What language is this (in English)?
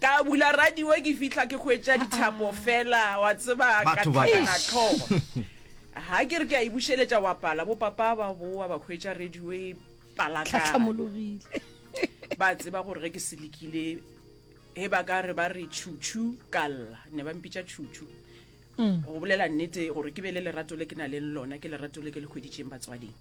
Northern Sotho